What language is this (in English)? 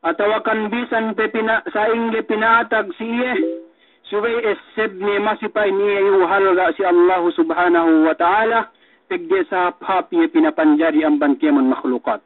Yakan